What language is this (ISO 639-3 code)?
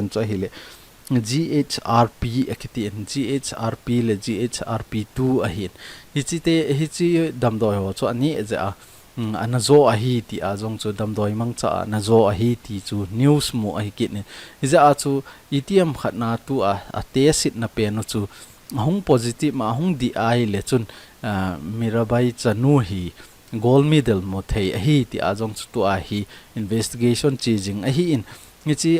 tcz